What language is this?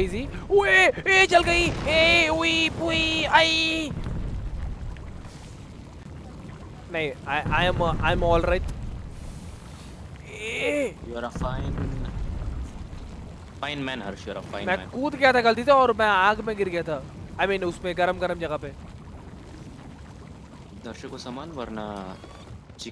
Hindi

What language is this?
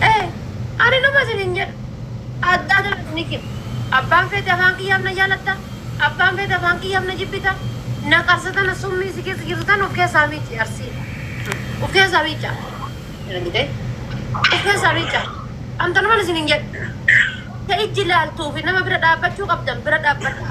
Oromo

